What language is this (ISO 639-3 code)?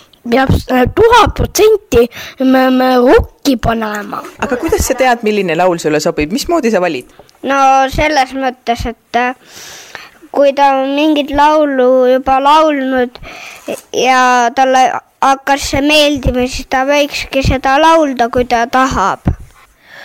est